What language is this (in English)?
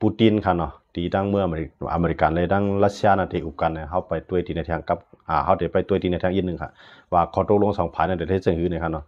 Shan